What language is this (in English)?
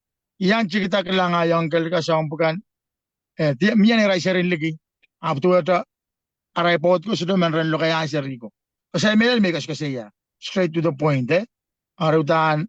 Pohnpeian